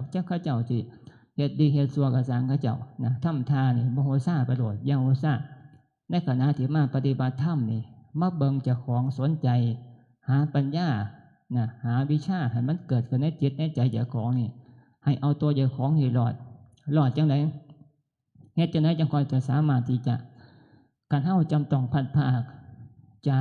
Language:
Northeastern Thai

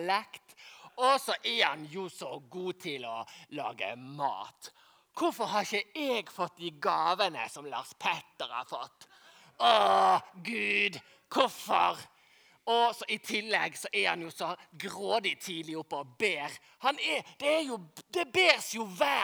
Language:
Norwegian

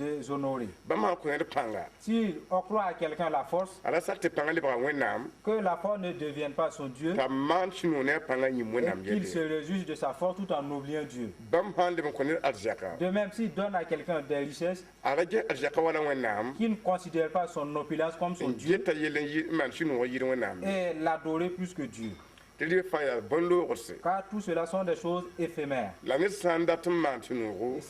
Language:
Mossi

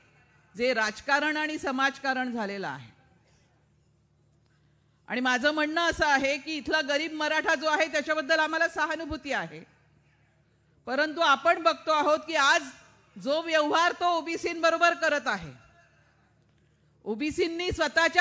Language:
Marathi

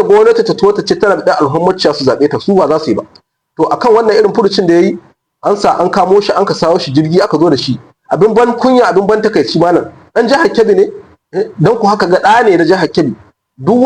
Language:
Hausa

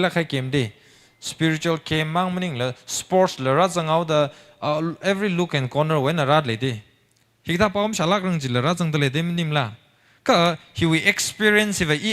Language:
Tangkhul Naga (India)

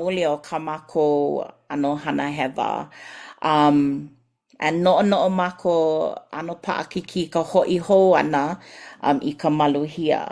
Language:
Hawaiian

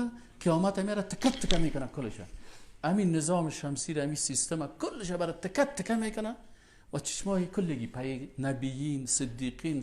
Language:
Persian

